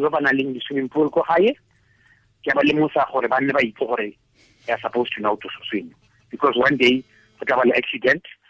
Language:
Tswana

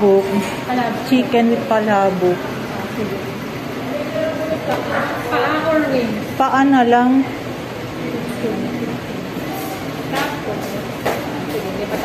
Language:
Filipino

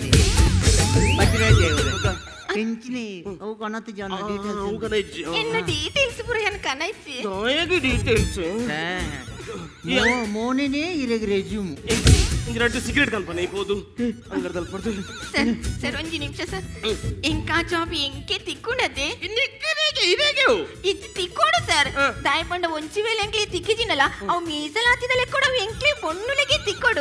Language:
Tulu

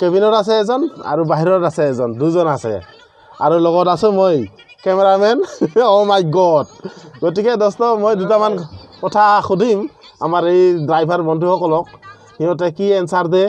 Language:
Assamese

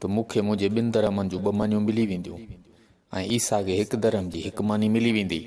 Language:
Sindhi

